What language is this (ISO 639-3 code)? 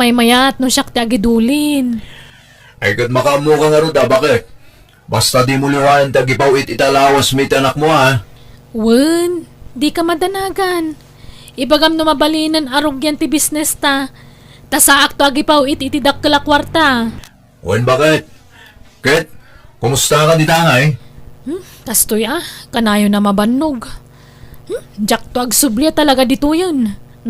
ilo